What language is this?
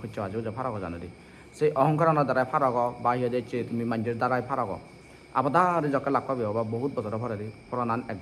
Chakma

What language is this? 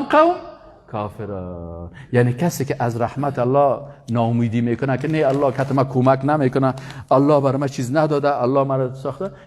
Persian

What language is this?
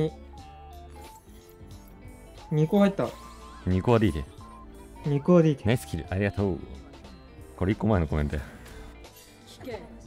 Japanese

